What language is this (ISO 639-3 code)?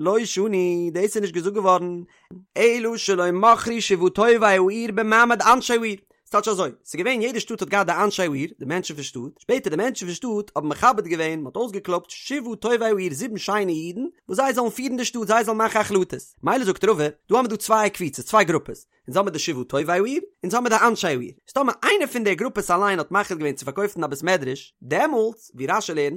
yid